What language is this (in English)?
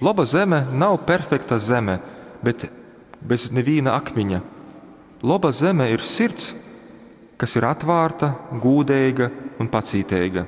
Latgalian